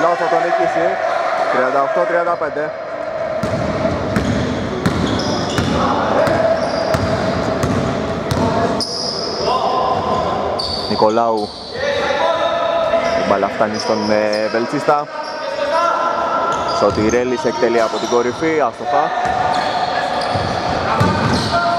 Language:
Greek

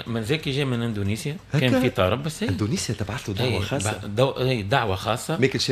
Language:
Tunisian Arabic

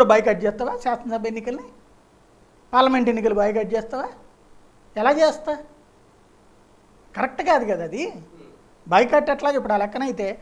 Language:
Telugu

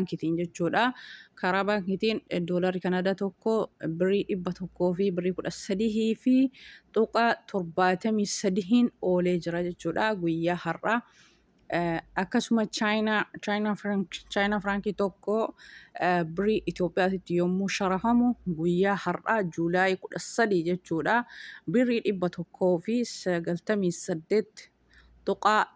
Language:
Oromo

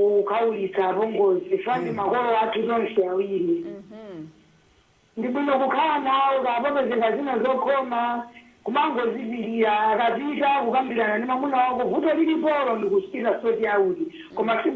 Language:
Nyanja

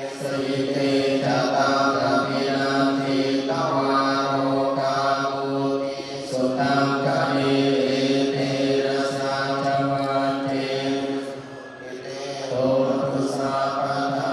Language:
Pali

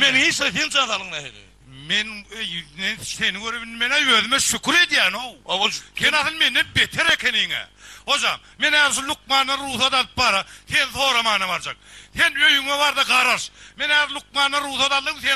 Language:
Turkmen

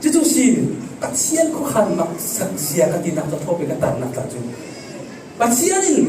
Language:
Falam Chin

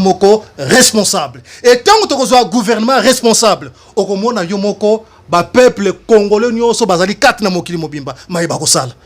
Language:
Lingala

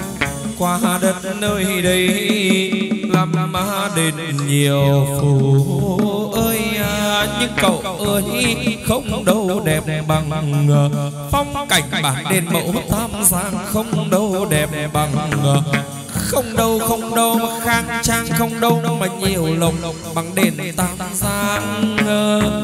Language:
Vietnamese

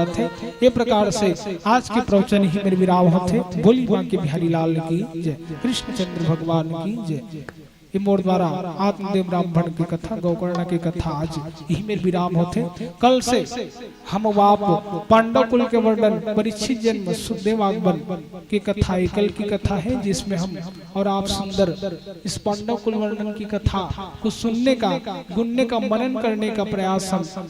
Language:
Chhattisgarhi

